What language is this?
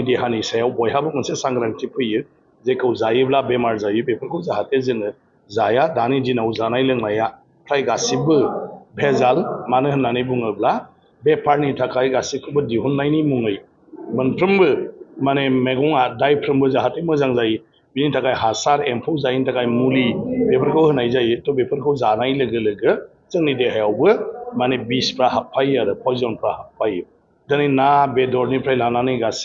Bodo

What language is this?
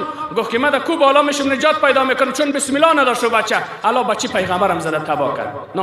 Persian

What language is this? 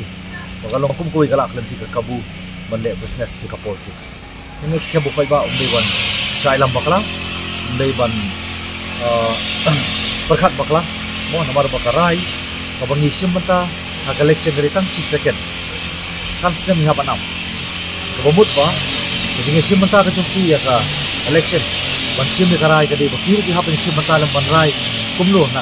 Khasi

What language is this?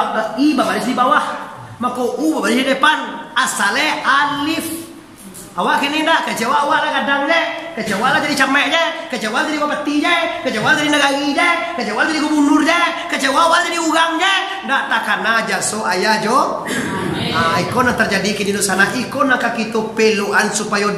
Minangkabau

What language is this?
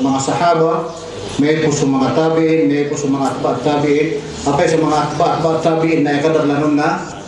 Maranao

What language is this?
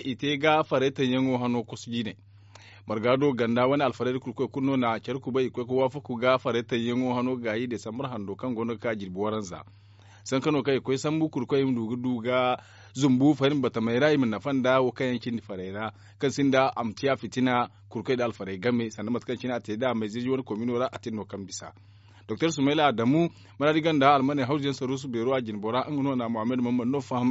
Zarma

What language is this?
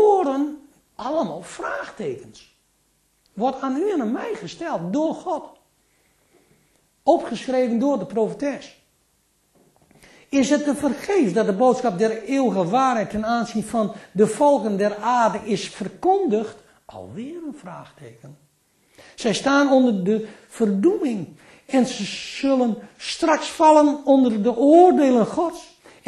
Dutch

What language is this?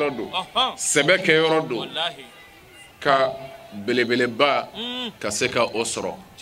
Bambara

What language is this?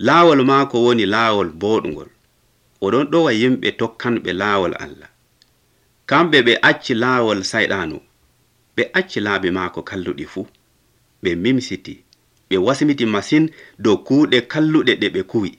Nigerian Fulfulde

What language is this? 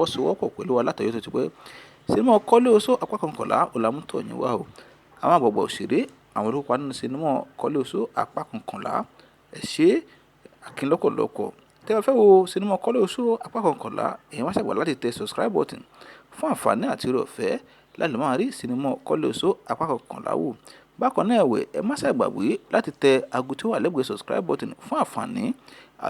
Yoruba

